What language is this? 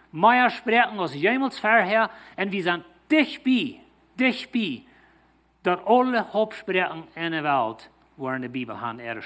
Plautdietsch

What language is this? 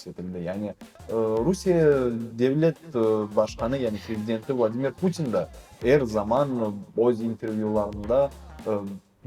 Crimean Tatar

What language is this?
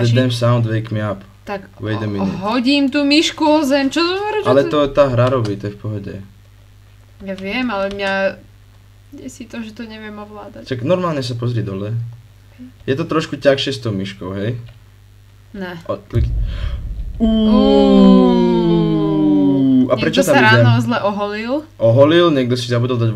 Slovak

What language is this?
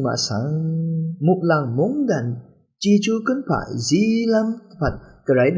Rawang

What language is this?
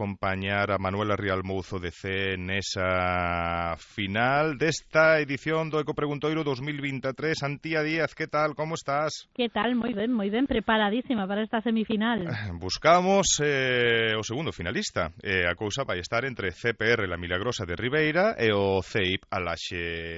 Galician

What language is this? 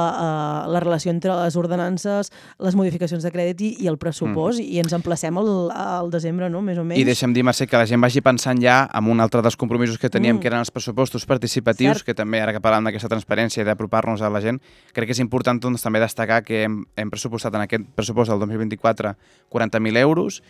Catalan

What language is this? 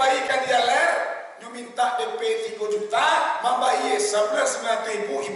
Minangkabau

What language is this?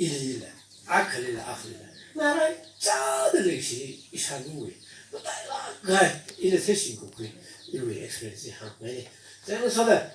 Tangkhul Naga (India)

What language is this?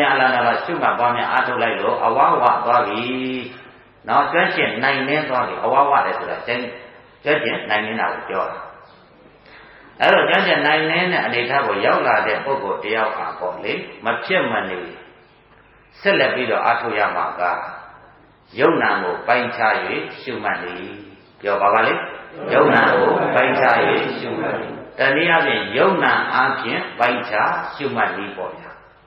Burmese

